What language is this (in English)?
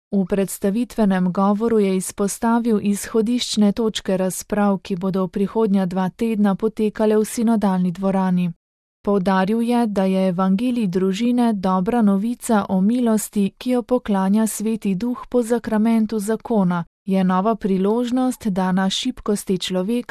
Slovenian